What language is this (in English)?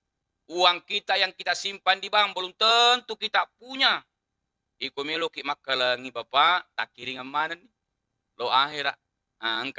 Buginese